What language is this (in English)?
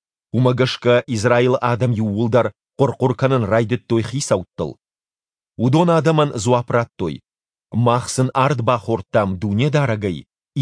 Ossetic